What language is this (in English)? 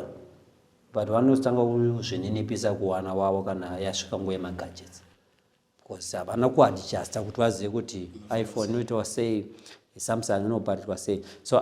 Shona